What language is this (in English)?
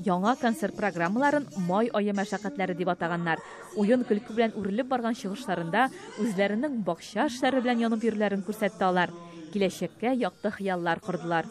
Tatar